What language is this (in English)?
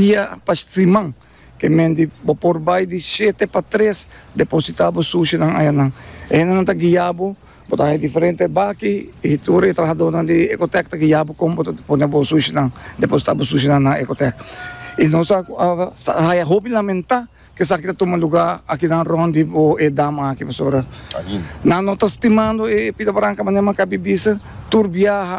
Papiamento